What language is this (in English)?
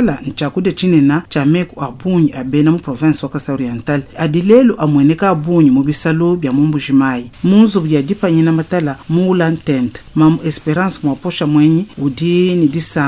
Luba-Lulua